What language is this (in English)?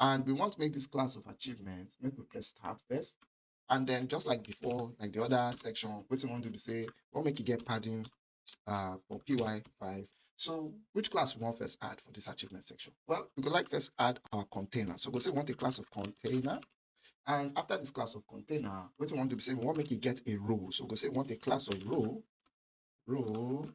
Nigerian Pidgin